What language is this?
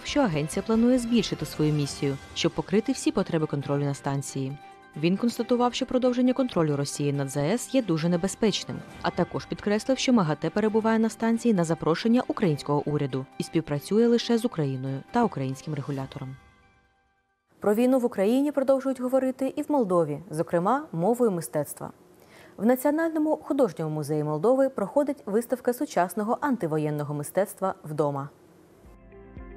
Ukrainian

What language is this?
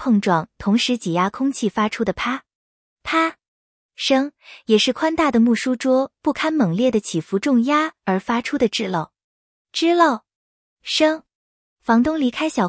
Chinese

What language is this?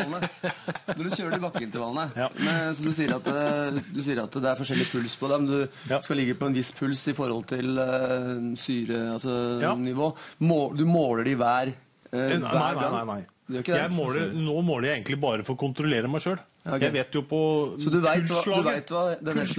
Norwegian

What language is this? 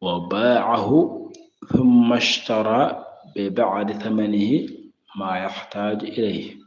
Fula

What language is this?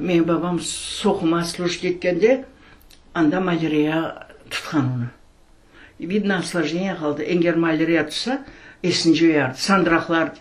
Crimean Tatar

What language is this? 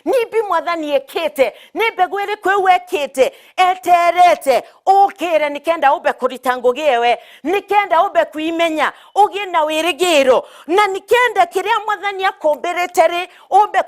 Meru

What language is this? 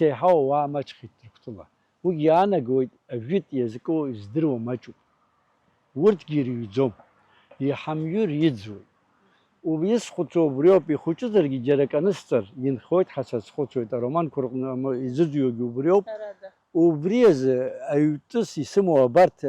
Abkhazian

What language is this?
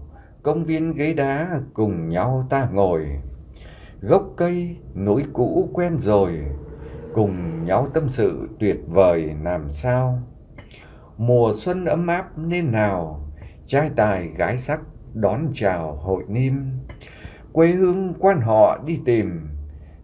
Vietnamese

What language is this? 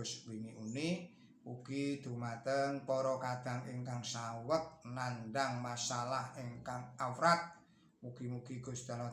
Javanese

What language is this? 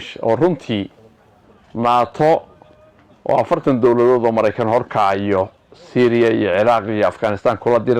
Somali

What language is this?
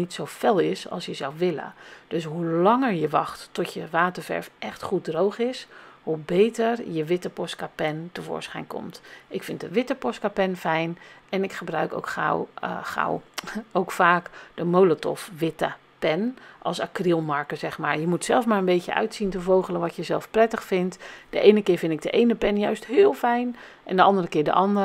Dutch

